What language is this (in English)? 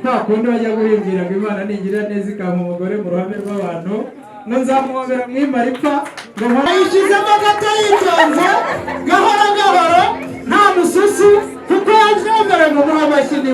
Kinyarwanda